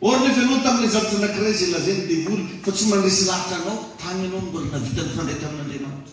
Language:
Malagasy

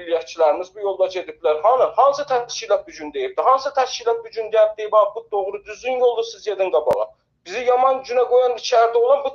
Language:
South Azerbaijani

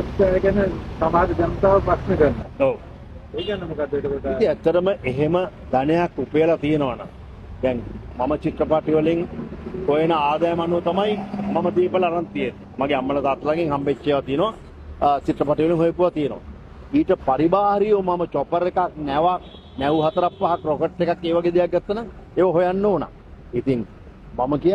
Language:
Sinhala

